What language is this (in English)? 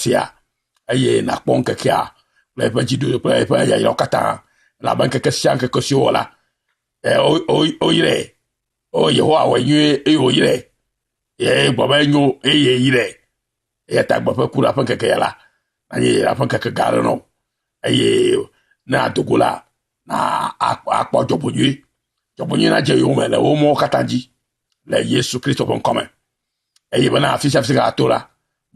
Ewe